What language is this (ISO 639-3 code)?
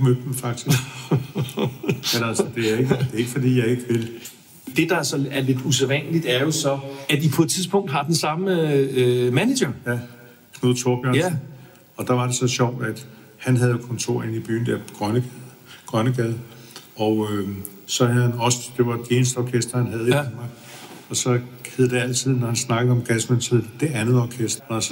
dan